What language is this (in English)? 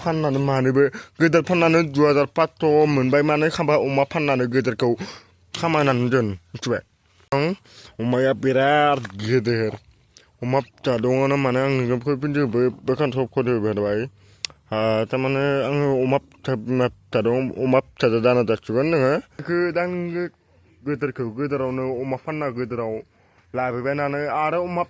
Bodo